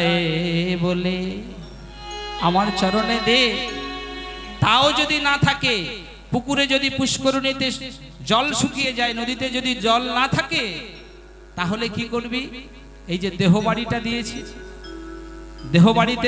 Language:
Bangla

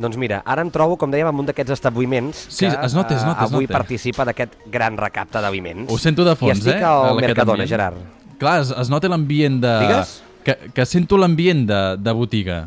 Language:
Catalan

